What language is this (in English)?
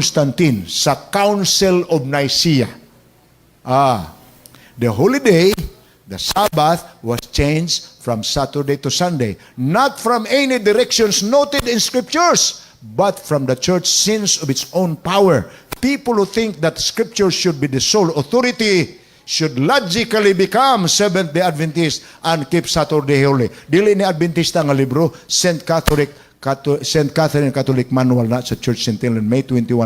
Cebuano